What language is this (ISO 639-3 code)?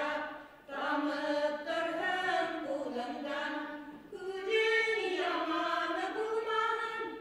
bak